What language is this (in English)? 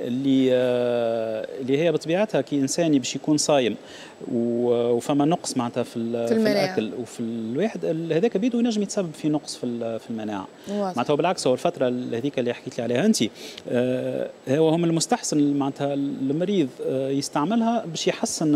Tunisian Arabic